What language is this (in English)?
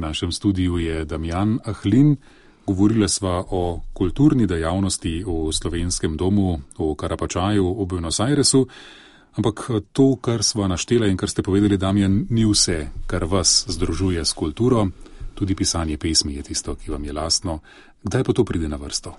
Slovenian